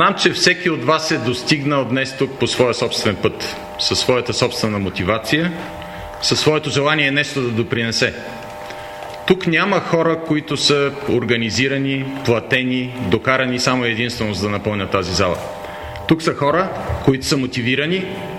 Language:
Bulgarian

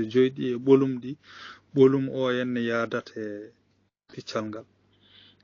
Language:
Fula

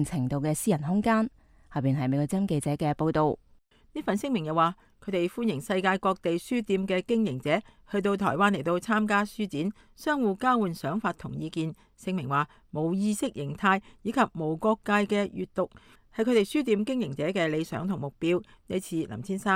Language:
Cantonese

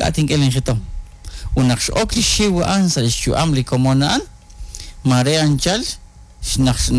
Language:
Kekchí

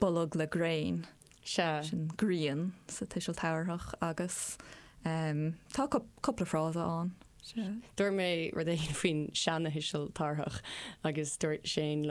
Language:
Irish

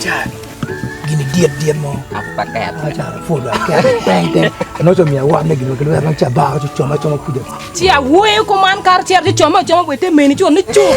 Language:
Acoli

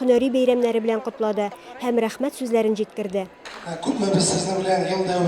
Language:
Tatar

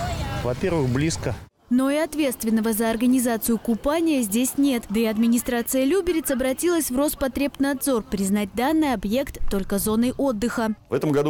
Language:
Russian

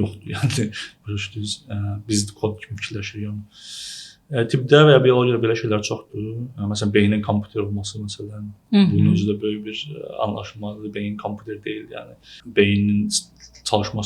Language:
Azerbaijani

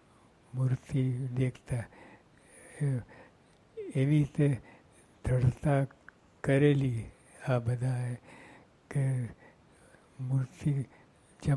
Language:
Gujarati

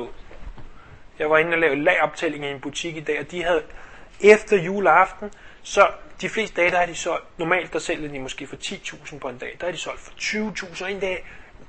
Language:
Danish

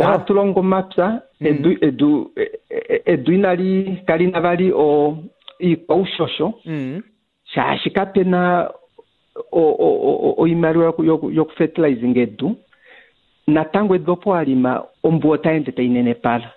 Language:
Kuanyama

